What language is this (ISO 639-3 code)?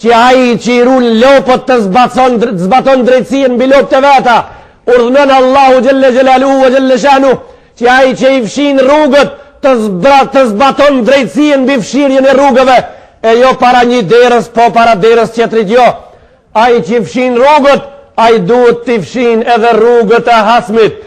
sqi